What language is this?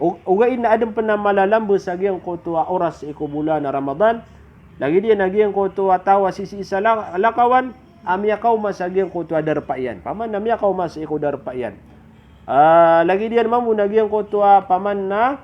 Maranao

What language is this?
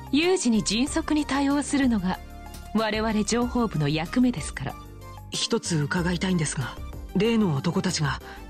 Japanese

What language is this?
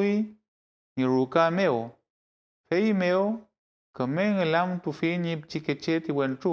Mapuche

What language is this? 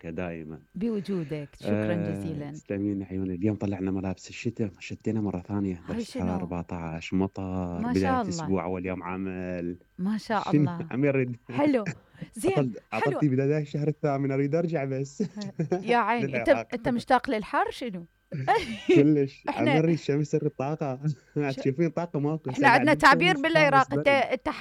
Mesopotamian Arabic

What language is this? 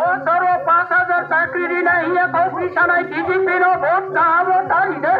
Riang (India)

